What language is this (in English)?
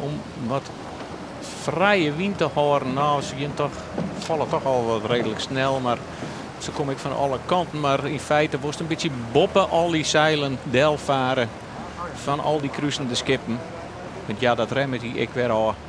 Western Frisian